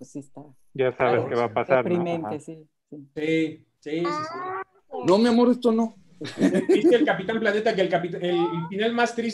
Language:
Spanish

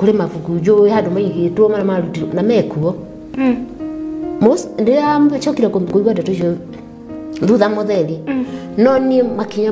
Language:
Kikuyu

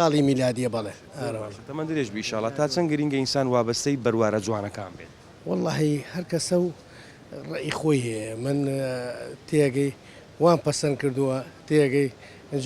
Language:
Central Kurdish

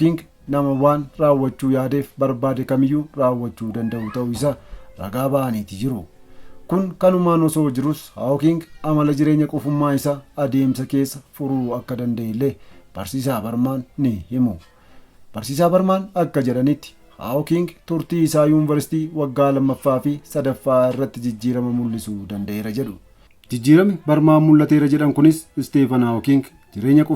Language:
Oromo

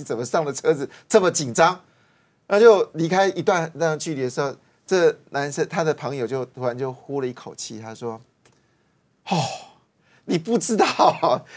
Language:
Chinese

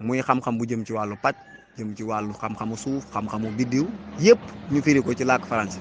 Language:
Wolof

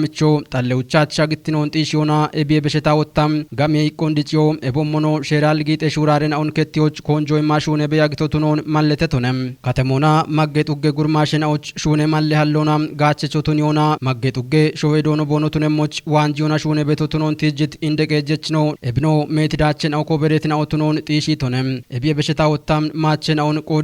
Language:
Kafa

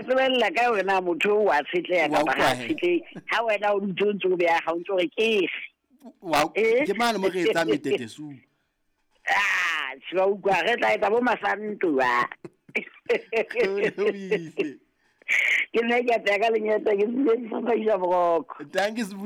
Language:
Southern Sotho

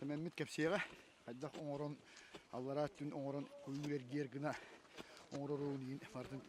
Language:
Yakut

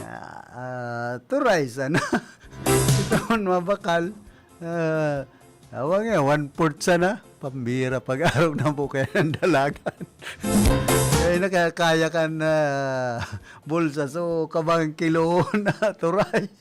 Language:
Bikol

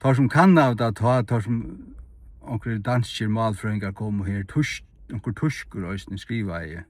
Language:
Faroese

